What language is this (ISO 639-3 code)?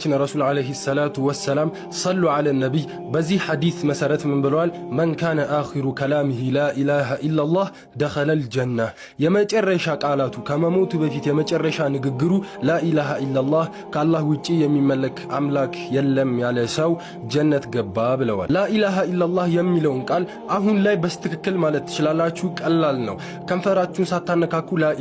amh